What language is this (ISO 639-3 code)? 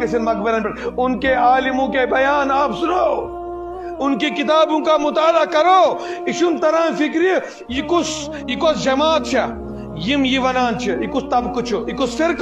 kas